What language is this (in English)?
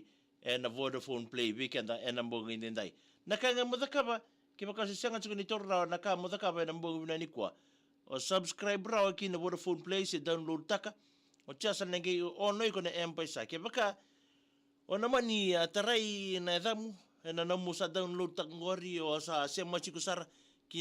Fijian